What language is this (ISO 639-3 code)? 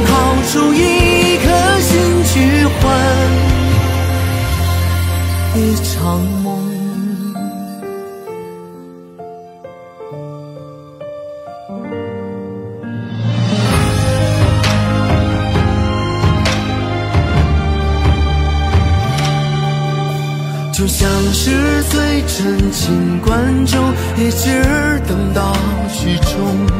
zho